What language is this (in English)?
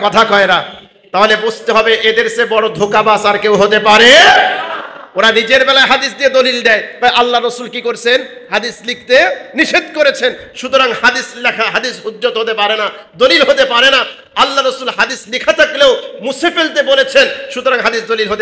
Bangla